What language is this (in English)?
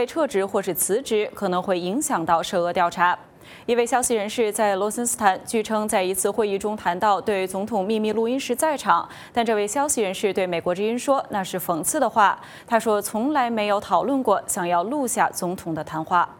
Chinese